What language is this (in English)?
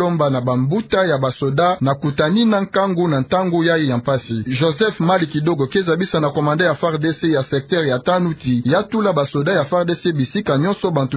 Kituba (Democratic Republic of Congo)